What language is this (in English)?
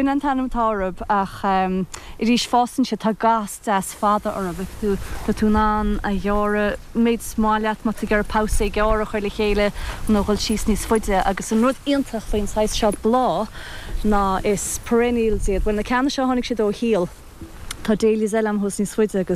Irish